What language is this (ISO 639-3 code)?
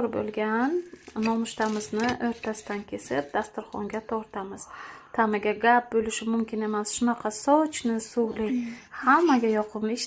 uzb